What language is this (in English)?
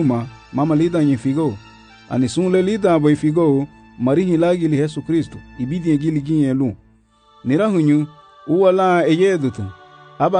Garifuna